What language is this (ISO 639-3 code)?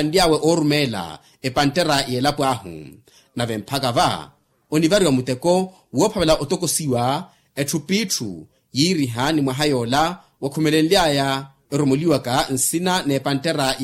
vmw